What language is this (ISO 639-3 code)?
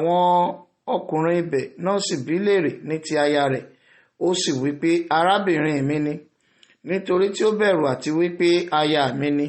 yor